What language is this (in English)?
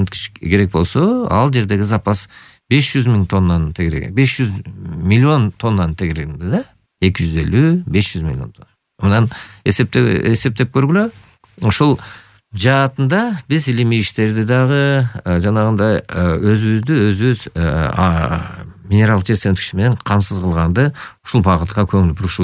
Kyrgyz